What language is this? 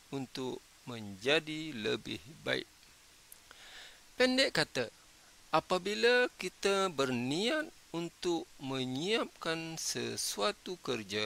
Malay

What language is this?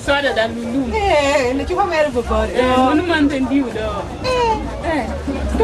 Lango (Uganda)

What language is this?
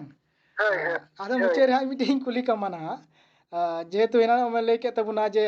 Santali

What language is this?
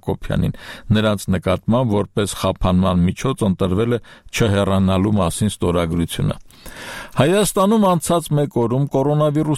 Armenian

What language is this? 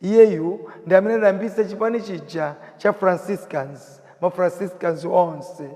Nyanja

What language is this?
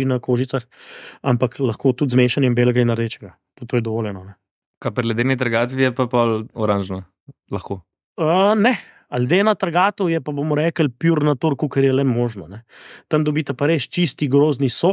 Slovenian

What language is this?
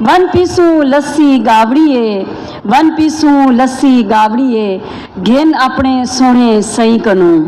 Saraiki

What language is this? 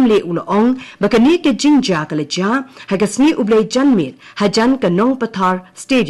Khasi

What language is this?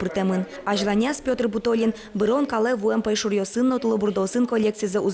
Udmurt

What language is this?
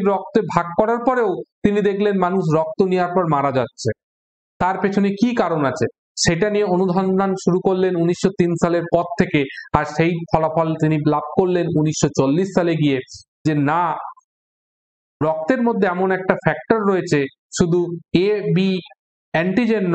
Bangla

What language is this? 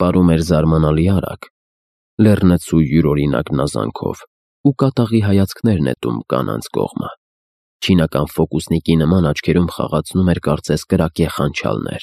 Armenian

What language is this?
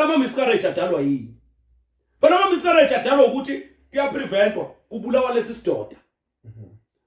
Zulu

